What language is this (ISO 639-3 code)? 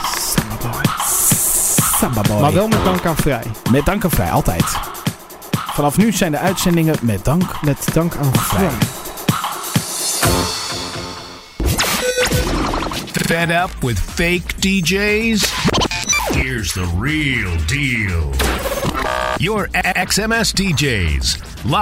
nld